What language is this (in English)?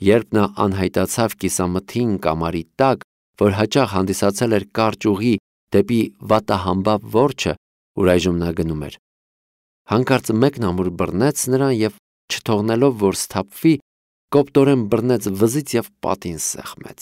Armenian